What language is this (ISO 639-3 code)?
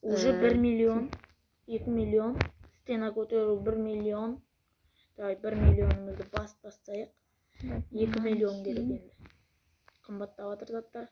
kaz